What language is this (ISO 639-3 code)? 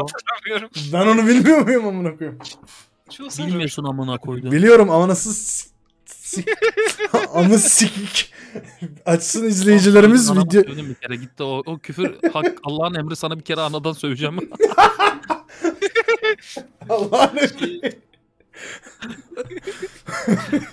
tur